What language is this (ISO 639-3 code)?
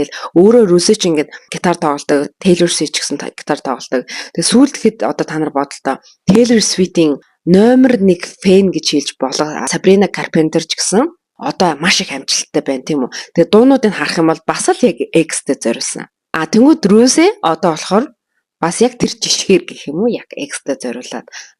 mon